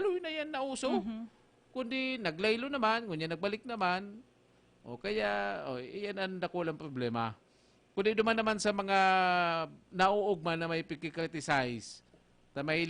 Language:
Bikol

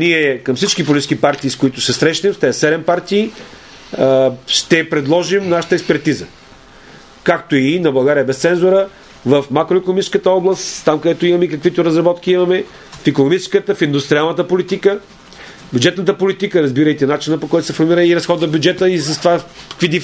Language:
Bulgarian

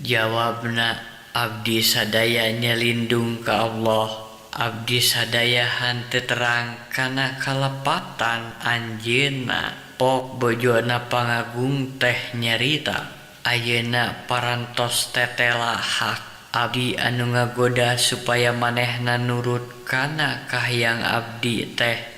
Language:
Sundanese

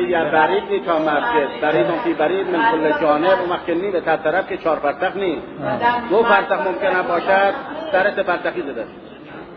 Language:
Persian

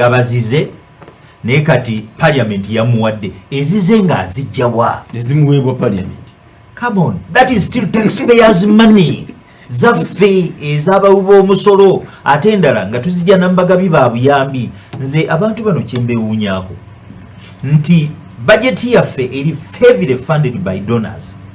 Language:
Ganda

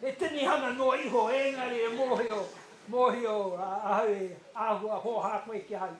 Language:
Māori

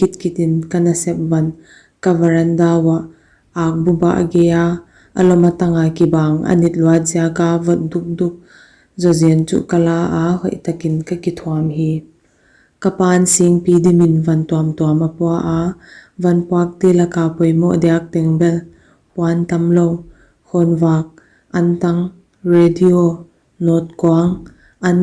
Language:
Paite Chin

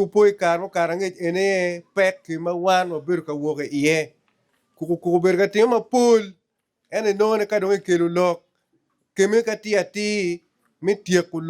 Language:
Acoli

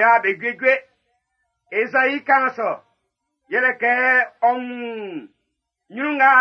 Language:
Baoulé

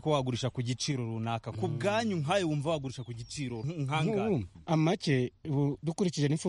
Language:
Kinyarwanda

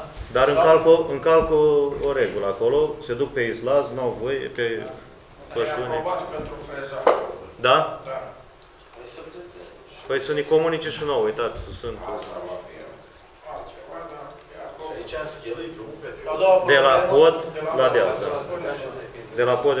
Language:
Romanian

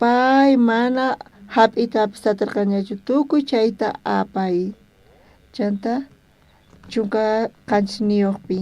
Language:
South Bolivian Quechua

